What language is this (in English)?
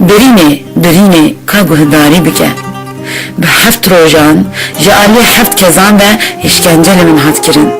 Kurdish